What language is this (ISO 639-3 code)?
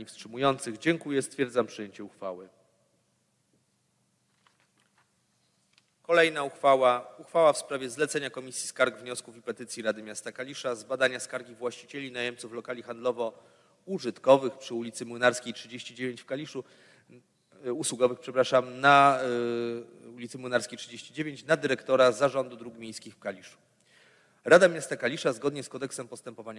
pol